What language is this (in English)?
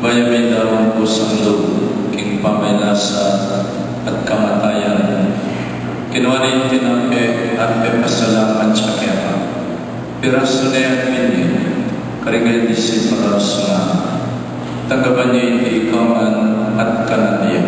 Pampanga